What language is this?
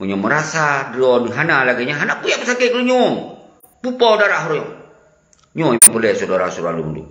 Achinese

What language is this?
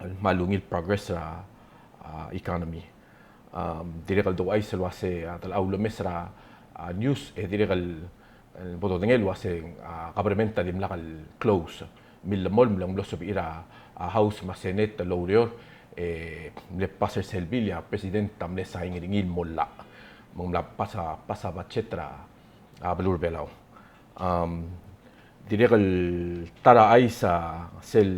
Palauan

